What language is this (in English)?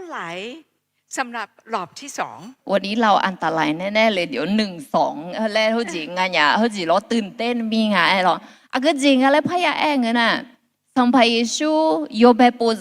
Akha